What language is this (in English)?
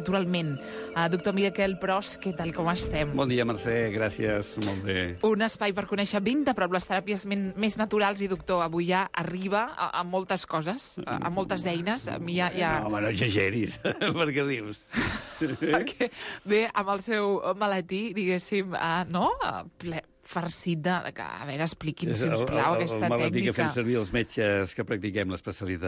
Catalan